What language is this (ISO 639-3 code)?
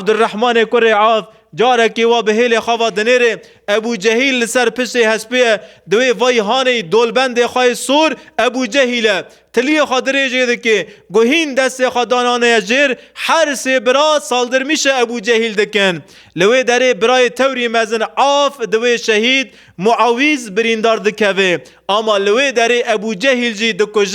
kur